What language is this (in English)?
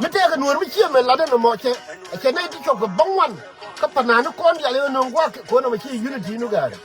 Nuer